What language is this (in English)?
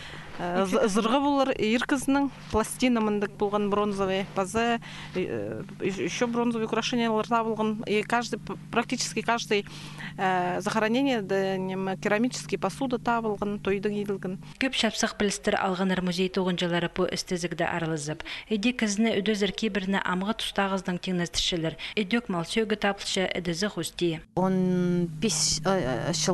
Khakas